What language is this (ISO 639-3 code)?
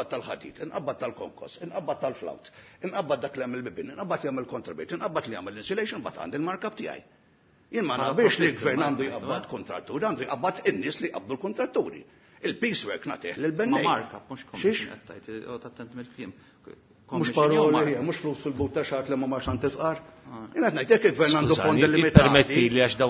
mlt